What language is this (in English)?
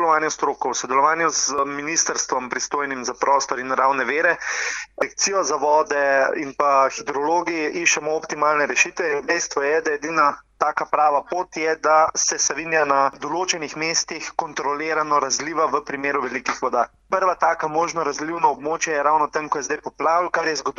Slovenian